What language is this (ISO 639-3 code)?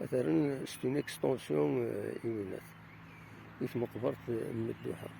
kab